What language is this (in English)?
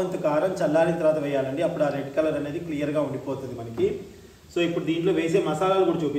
Telugu